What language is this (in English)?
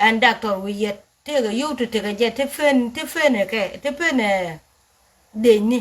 Nuer